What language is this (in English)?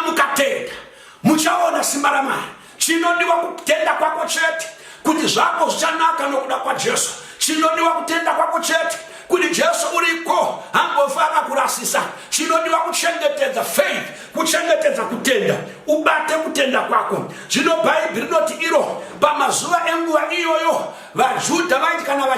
Shona